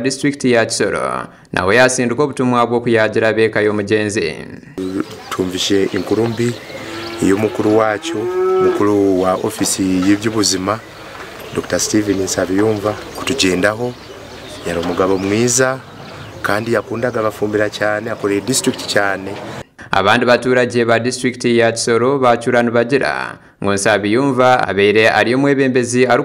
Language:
Nyankole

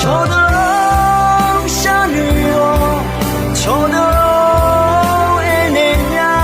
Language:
Akha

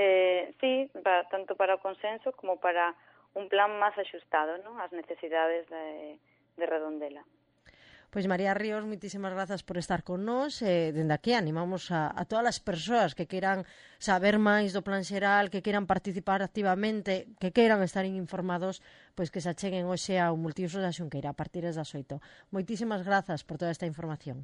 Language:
Galician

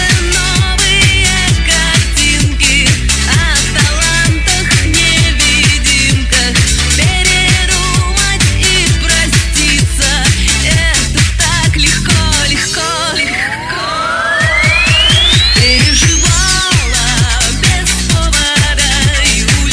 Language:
Russian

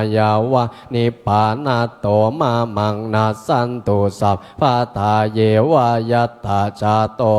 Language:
Pali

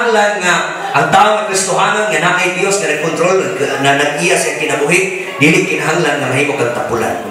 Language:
Cebuano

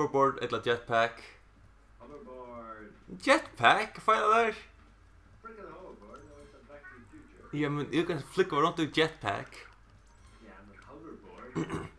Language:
Faroese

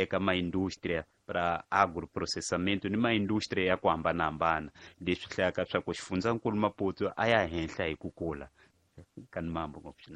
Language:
Tsonga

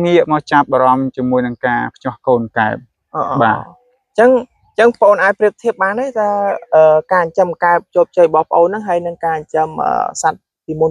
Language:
Khmer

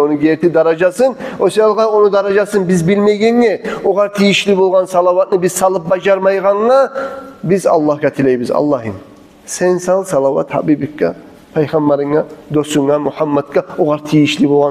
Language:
Kumyk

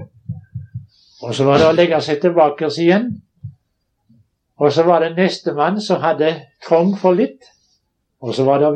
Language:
Norwegian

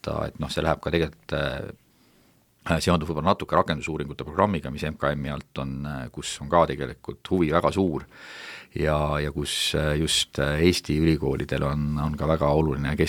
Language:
Estonian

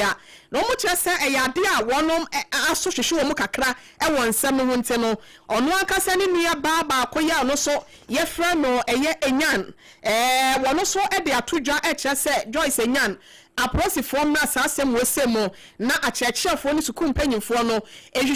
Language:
Akan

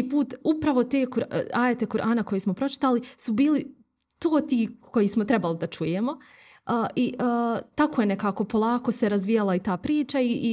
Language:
Bosnian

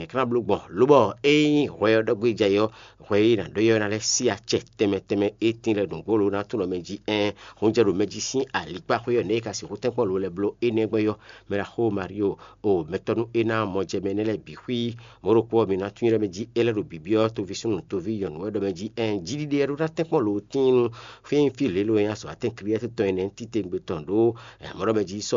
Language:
Fon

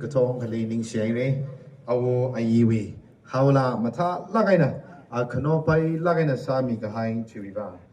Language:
Tangkhul Naga (India)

